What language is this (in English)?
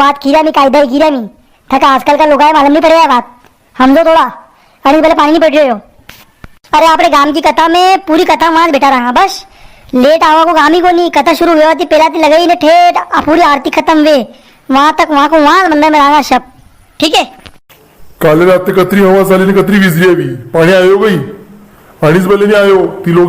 Rajasthani